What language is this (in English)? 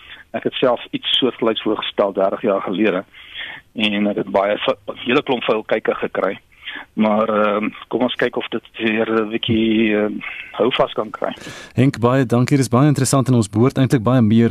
Afrikaans